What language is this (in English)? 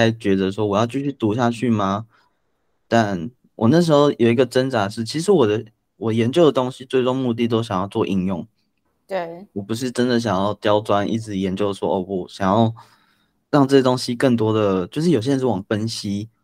Chinese